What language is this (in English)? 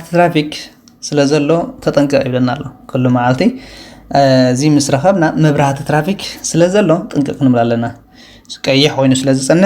Tigrinya